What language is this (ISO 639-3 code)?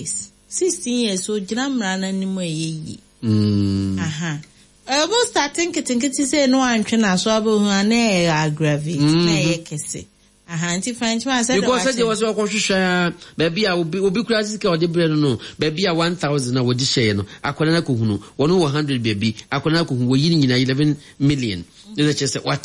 aka